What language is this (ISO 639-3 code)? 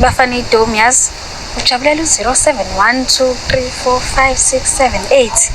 zul